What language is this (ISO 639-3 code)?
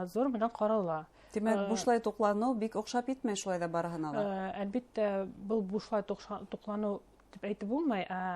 bak